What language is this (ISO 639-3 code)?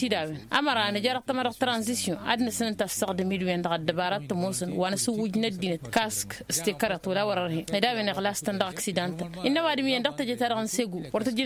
taq